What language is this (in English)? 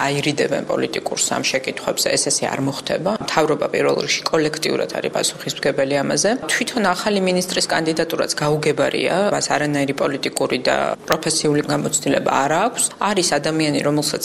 Georgian